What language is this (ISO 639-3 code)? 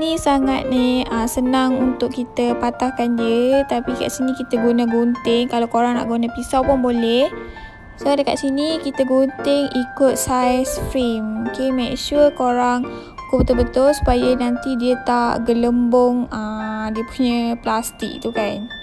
msa